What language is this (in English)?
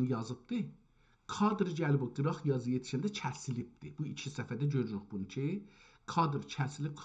South Azerbaijani